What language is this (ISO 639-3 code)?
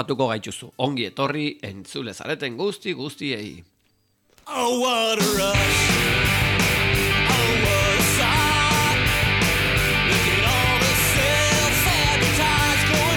eus